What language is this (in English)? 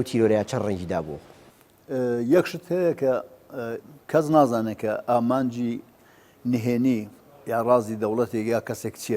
Central Kurdish